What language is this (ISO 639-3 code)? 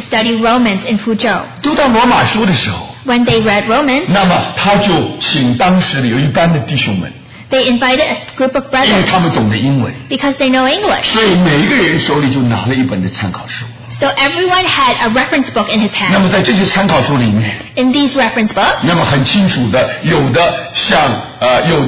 zho